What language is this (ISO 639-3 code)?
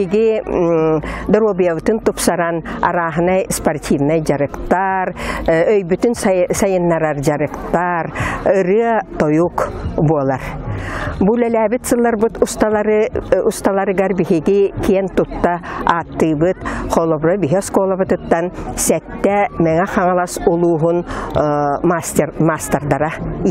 sah